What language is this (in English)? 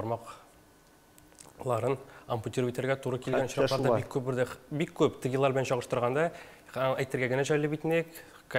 Tatar